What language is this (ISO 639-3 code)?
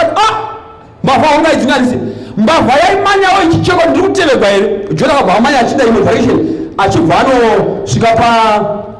sna